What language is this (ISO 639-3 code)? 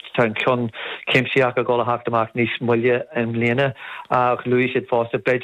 gle